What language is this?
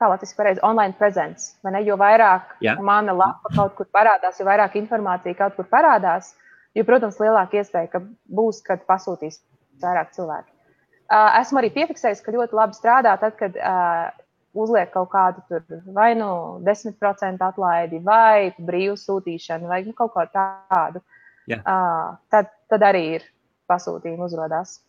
Latvian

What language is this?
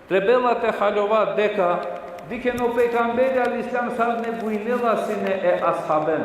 Balkan Romani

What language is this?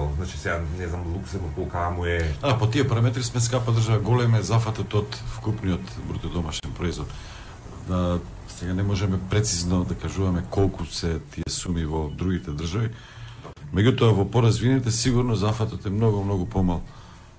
Macedonian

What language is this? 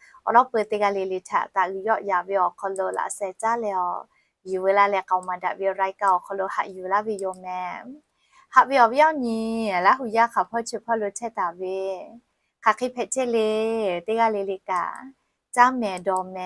Lahu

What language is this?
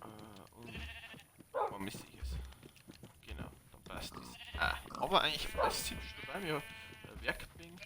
Bavarian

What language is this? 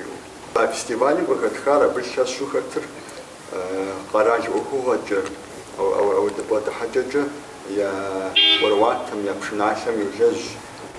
Kabardian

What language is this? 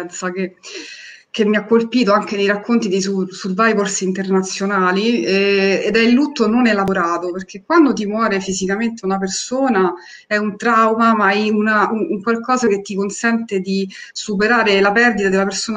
Italian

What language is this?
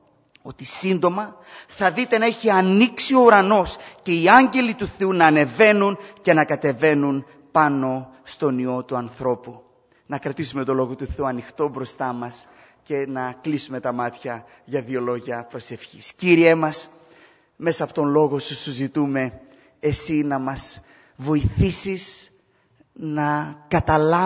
Greek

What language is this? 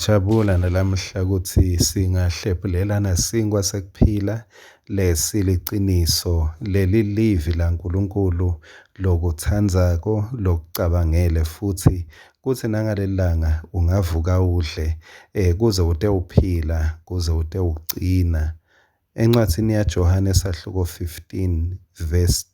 Swati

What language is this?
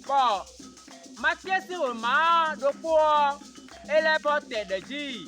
Fon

